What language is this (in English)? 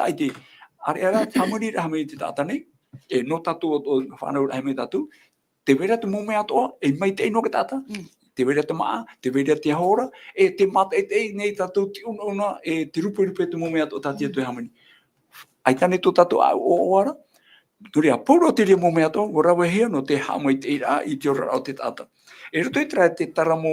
Tahitian